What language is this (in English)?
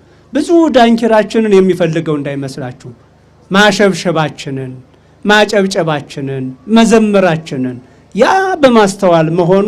Amharic